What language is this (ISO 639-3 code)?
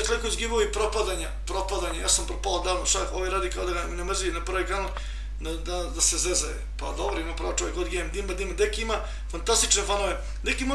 srp